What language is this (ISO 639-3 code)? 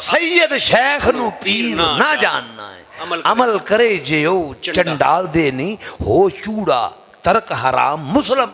lah